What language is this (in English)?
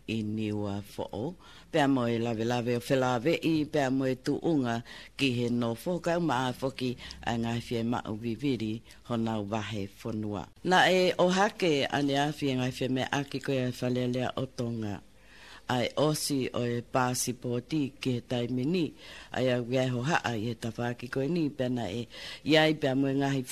Tongan